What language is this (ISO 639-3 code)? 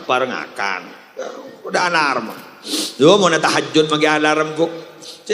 mad